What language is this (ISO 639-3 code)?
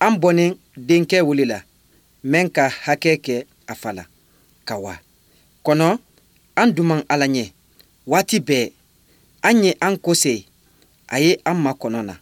bam